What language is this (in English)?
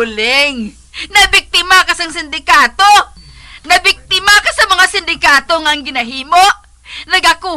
Hiligaynon